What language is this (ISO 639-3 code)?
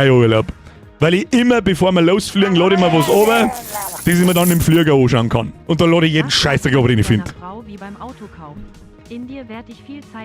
bar